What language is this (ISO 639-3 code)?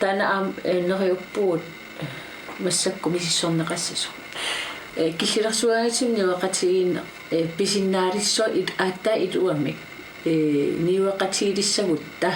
kal